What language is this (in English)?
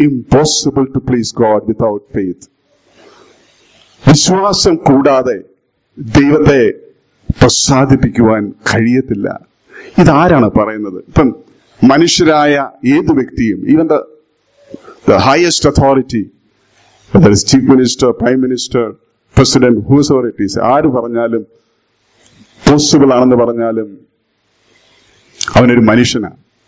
Malayalam